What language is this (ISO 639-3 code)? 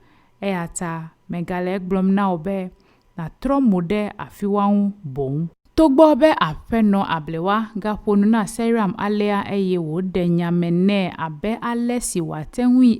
ewe